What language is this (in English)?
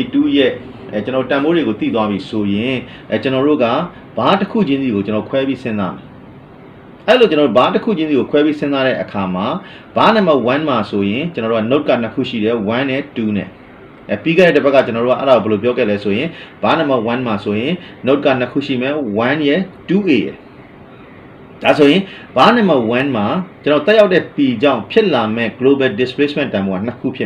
Burmese